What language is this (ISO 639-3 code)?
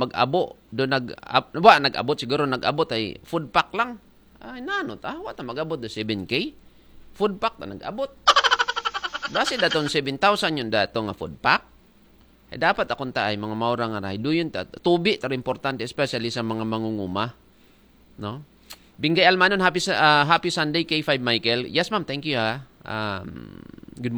akl